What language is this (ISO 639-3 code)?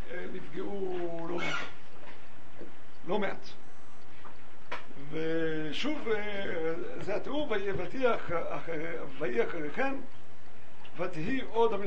heb